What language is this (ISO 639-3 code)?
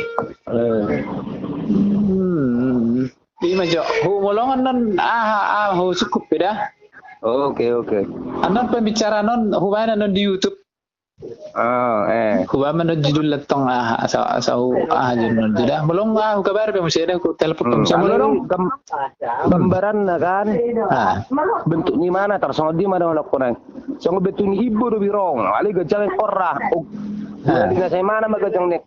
bbc